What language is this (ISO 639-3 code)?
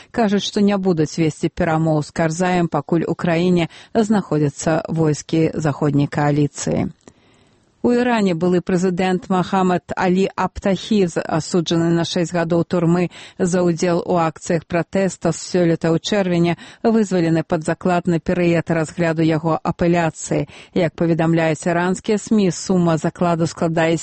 bel